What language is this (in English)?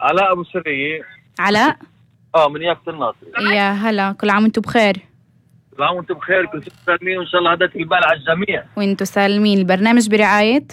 North Levantine Arabic